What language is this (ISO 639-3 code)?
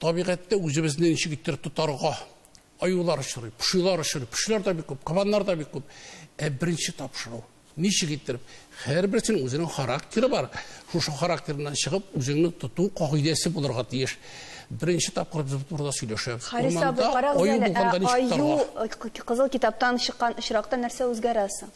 tat